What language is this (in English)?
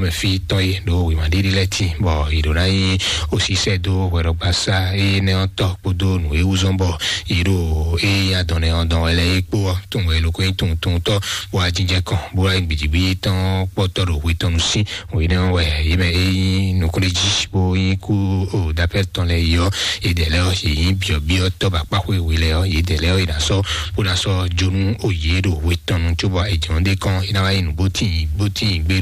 Fon